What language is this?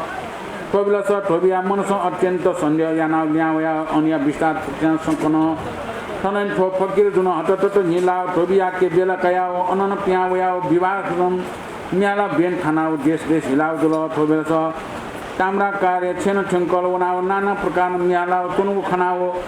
Newari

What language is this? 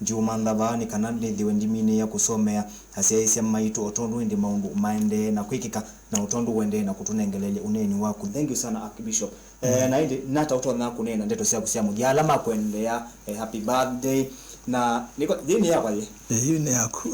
Kamba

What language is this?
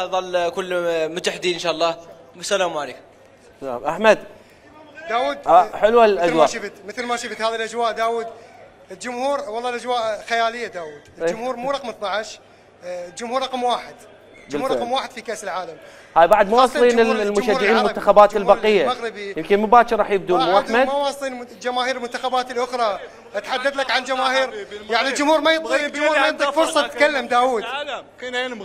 Mesopotamian Arabic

